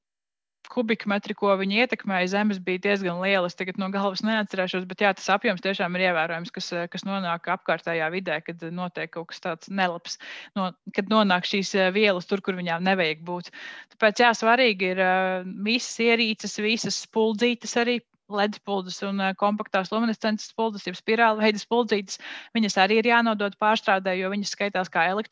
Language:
Latvian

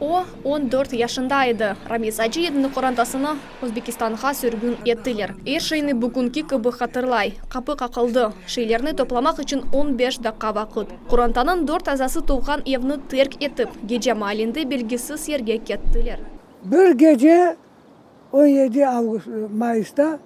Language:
Crimean Tatar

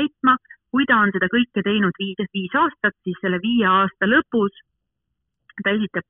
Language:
Estonian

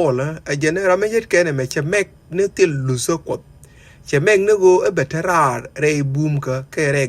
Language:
Nuer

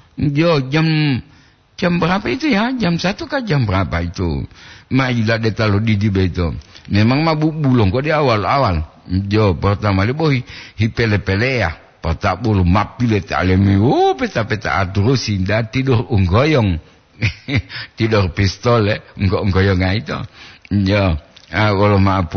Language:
Gorontalo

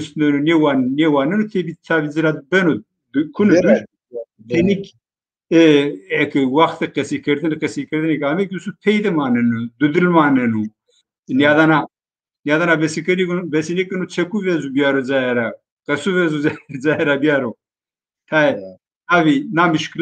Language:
Zaza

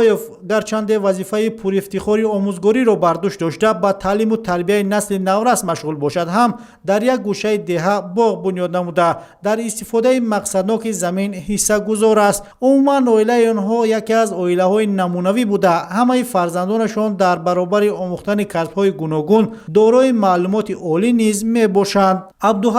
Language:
Tajik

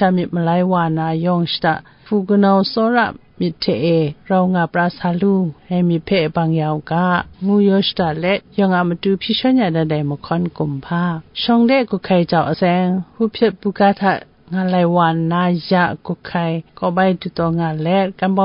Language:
Kachin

